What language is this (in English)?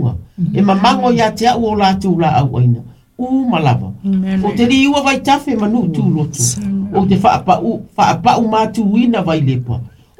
Samoan